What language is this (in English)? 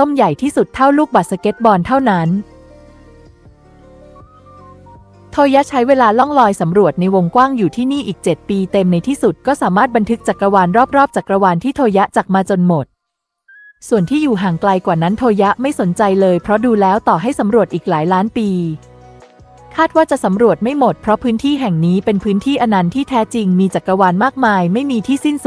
Thai